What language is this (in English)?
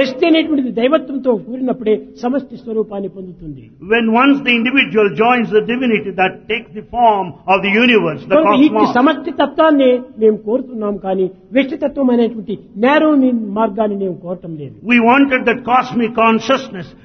Telugu